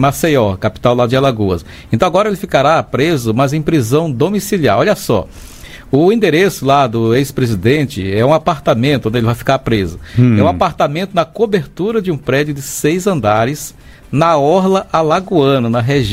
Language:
Portuguese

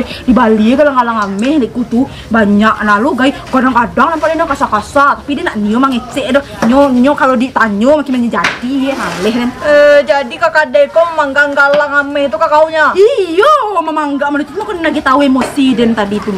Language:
Minangkabau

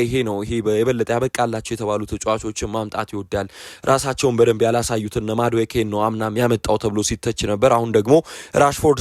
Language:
Amharic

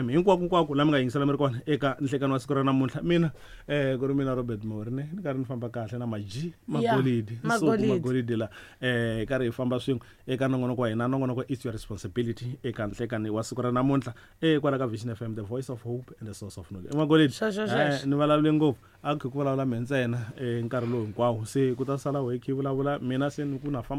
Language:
Tsonga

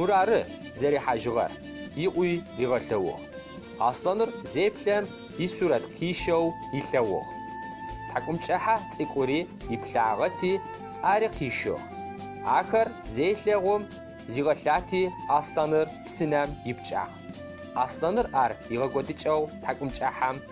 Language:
Adyghe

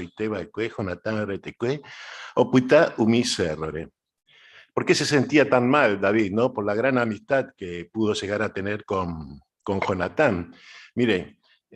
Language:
Guarani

